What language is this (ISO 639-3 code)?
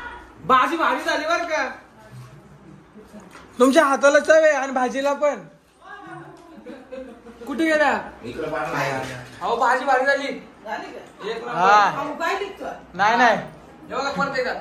mar